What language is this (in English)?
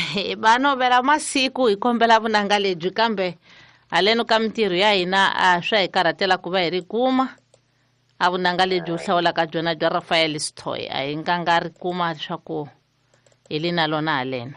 Tsonga